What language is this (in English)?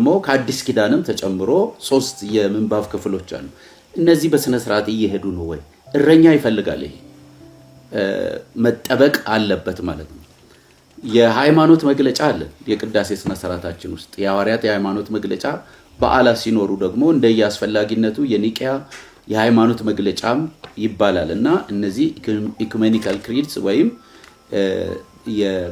Amharic